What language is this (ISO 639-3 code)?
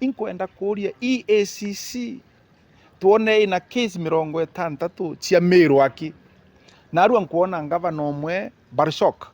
mer